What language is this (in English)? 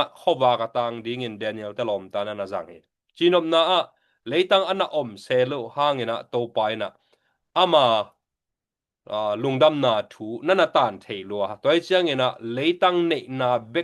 Tedim Chin